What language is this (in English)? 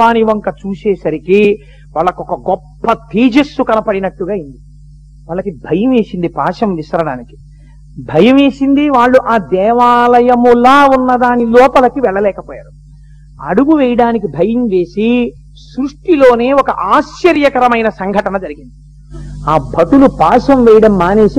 Telugu